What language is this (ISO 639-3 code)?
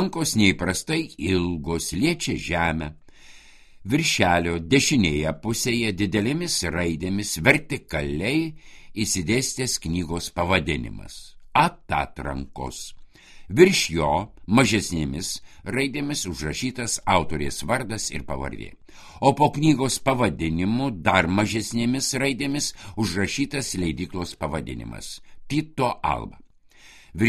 lit